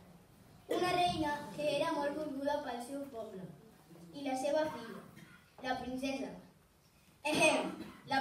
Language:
Catalan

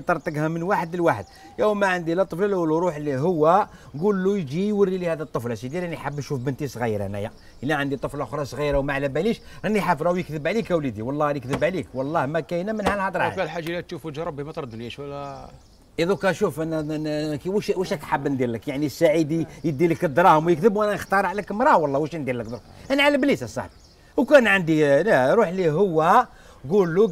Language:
Algerian Arabic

